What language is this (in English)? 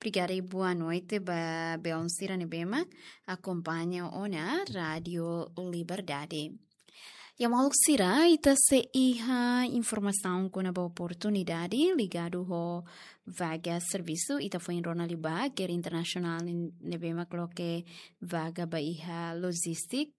Tetum